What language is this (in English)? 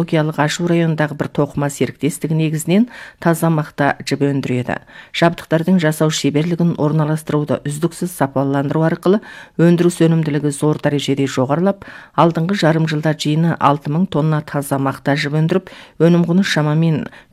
Kazakh